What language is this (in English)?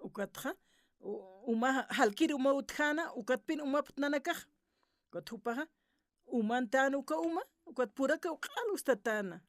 Aymara